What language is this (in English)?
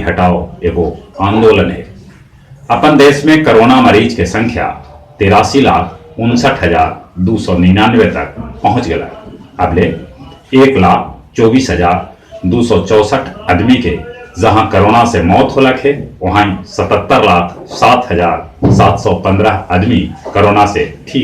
Magahi